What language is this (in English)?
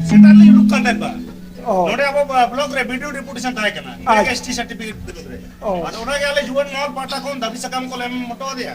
Santali